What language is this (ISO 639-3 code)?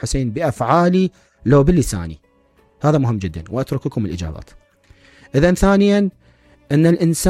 acm